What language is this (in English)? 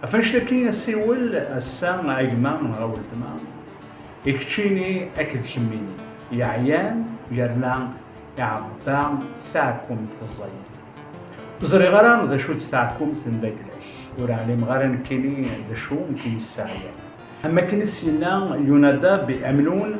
Kabyle